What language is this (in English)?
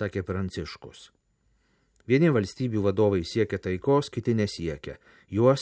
Lithuanian